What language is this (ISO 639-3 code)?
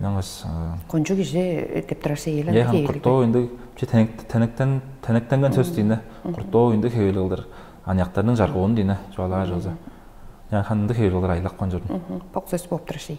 tyv